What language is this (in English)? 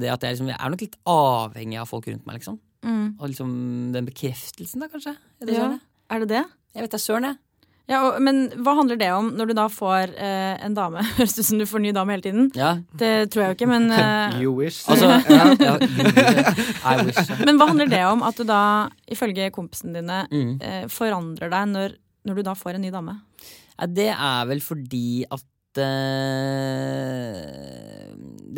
Norwegian